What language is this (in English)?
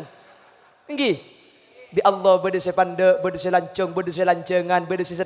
Madurese